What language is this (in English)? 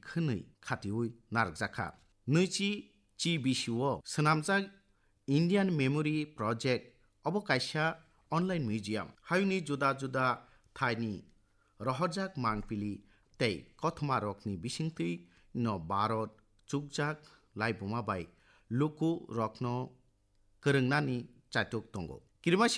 Kok Borok